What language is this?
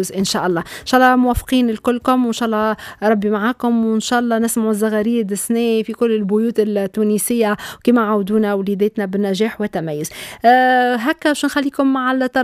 Tunisian Arabic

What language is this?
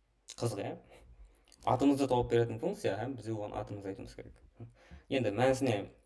Kara-Kalpak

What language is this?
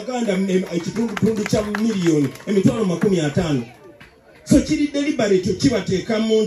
Ganda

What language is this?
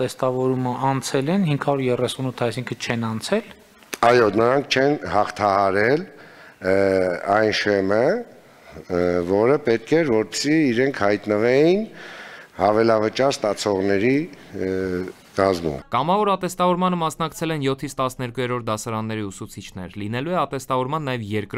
Armenian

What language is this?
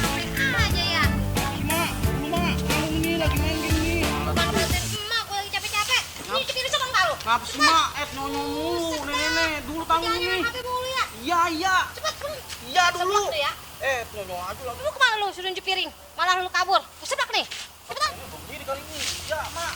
Betawi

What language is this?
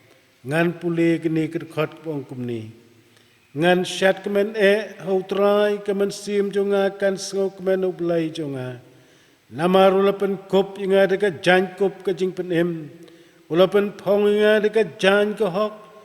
Khasi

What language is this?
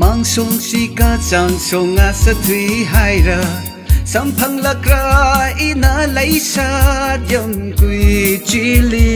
Tangkhul Naga (India)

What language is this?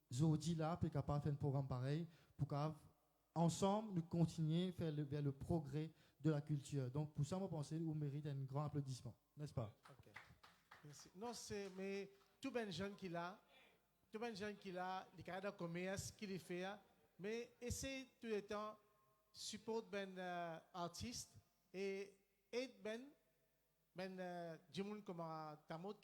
Morisyen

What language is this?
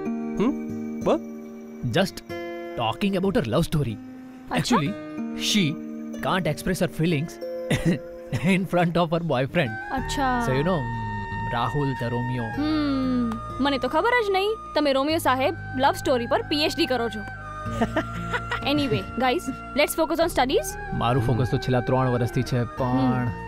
Gujarati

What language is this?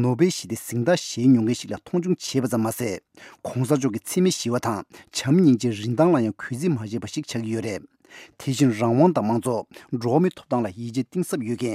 Tibetan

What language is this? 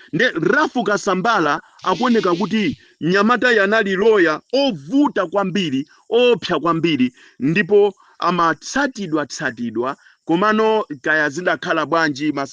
Nyanja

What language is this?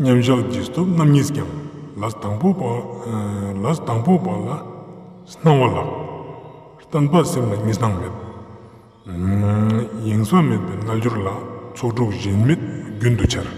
Ladakhi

